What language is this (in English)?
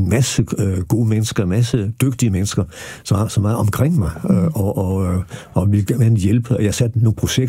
Danish